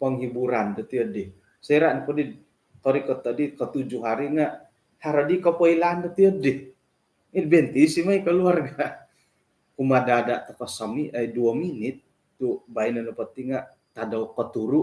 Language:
Central Dusun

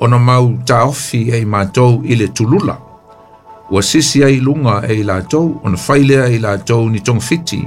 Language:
Samoan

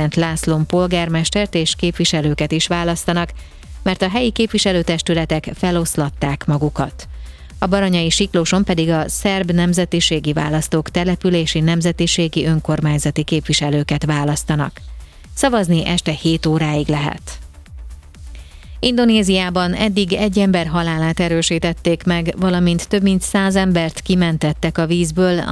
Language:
Hungarian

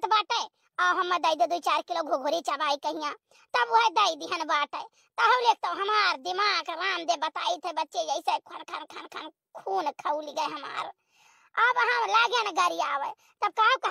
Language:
Awadhi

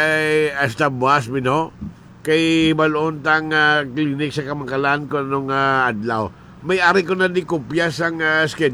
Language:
Hiligaynon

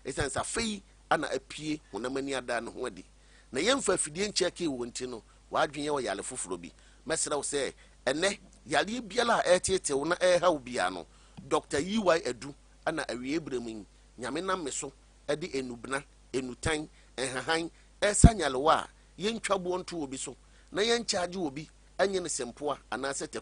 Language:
Akan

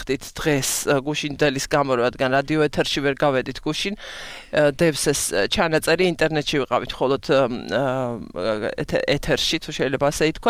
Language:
Georgian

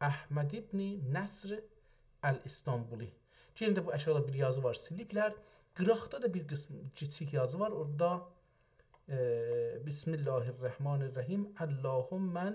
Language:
South Azerbaijani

